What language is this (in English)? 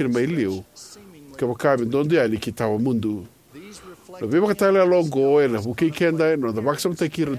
Fijian